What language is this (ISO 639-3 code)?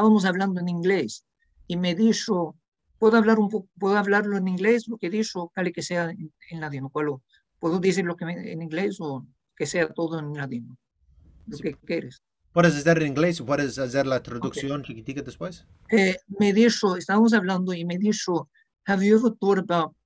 lad